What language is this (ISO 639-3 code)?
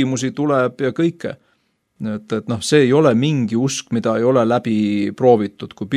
est